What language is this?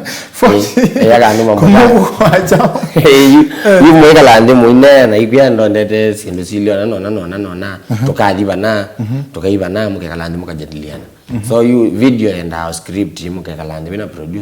Kamba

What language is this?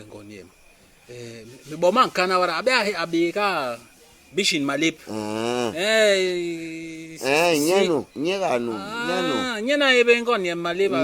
Basaa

